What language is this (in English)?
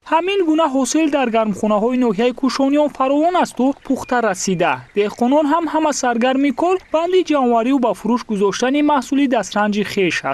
Tajik